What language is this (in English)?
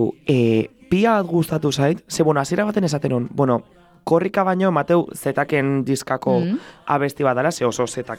Basque